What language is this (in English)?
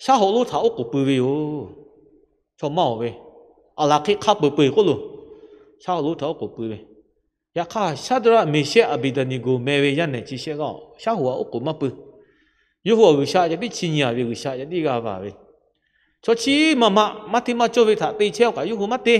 Lahu